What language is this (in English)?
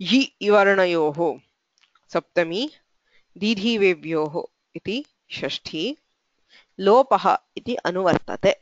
Sanskrit